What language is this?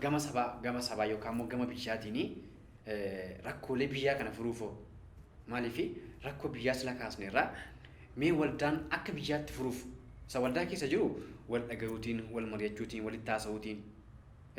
Oromo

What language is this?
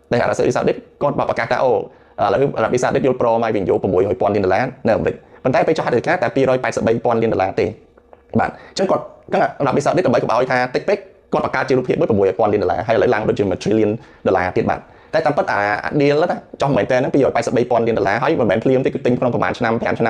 Khmer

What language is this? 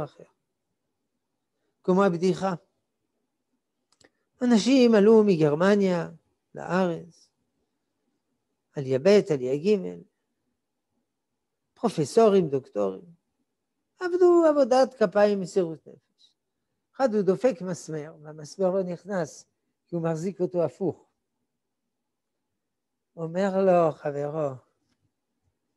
Hebrew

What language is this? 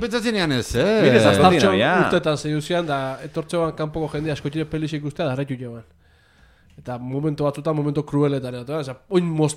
Basque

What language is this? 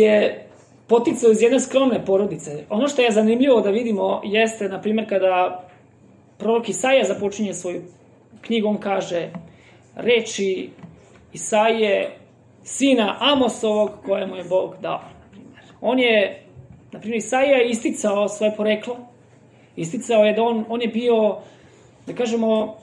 Serbian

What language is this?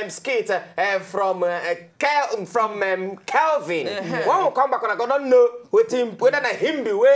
Nigerian Pidgin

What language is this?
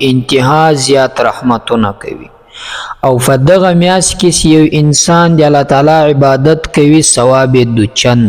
Pashto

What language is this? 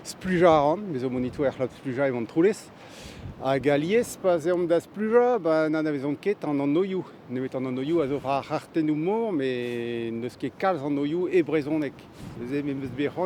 Breton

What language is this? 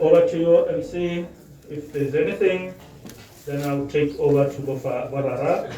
Tswana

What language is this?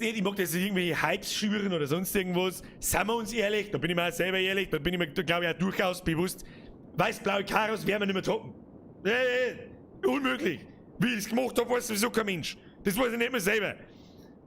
Bavarian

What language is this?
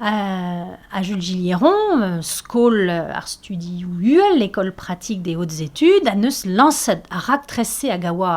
Breton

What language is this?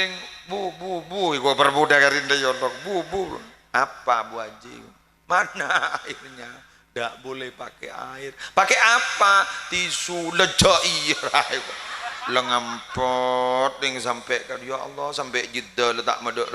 Madurese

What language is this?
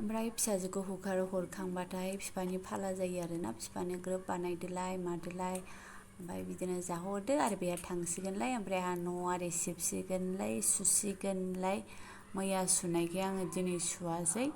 Bodo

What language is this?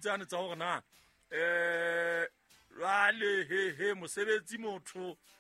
Southern Sotho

